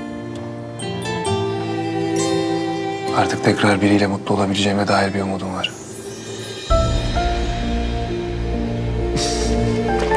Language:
Turkish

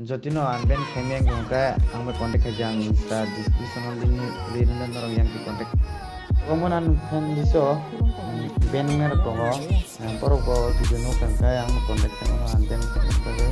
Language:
Kok Borok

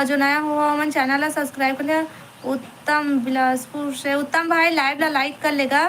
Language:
Chhattisgarhi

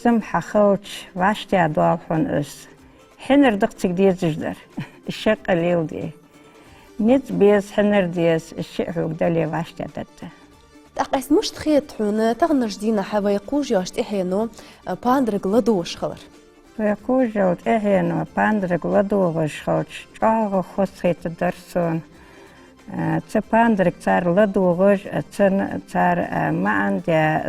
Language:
Ingush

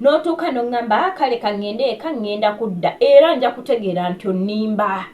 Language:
Ganda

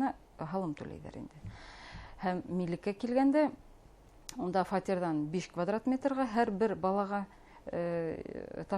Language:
Bashkir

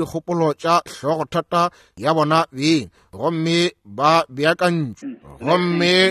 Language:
Northern Sotho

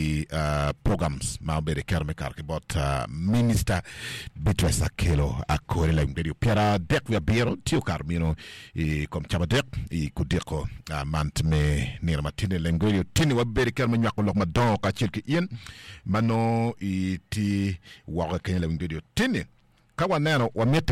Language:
Acoli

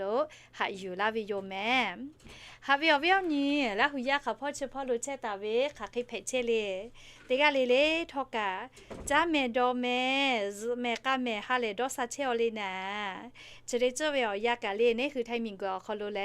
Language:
Lahu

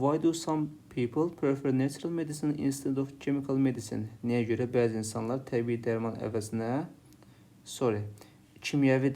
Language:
Azerbaijani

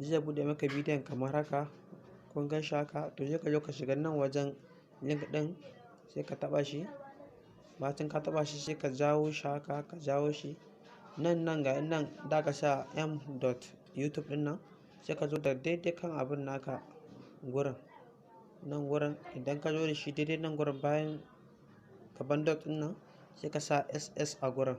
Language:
Hausa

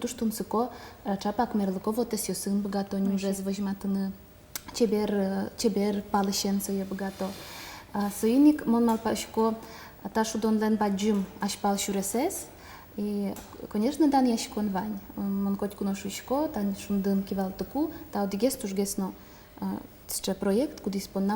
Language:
Udmurt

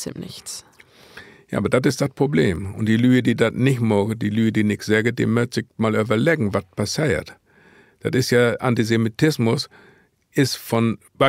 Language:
Low German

